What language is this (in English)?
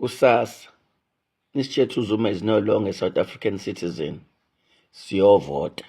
Zulu